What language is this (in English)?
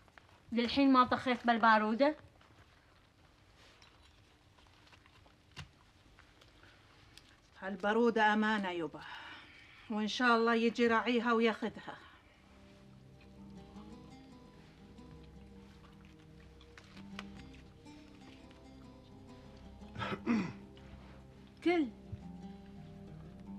South Levantine Arabic